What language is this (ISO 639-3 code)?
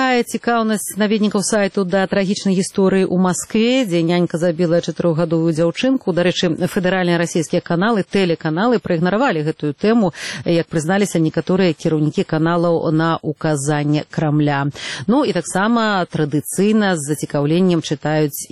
bel